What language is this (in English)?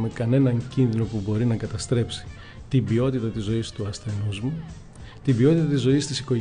Greek